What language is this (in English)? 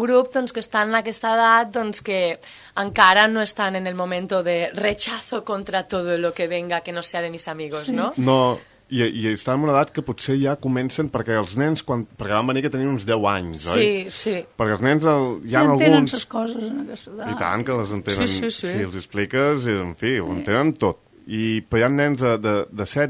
Catalan